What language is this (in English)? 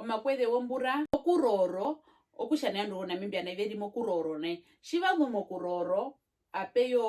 Herero